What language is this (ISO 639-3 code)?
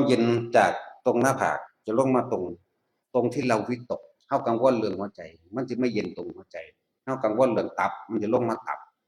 tts